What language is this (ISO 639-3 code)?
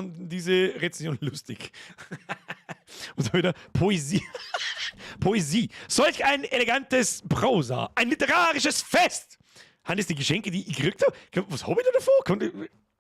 bar